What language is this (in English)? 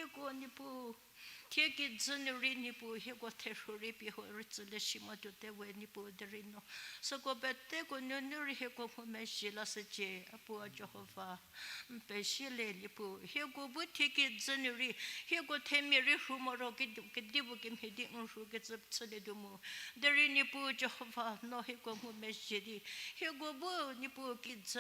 Angami Naga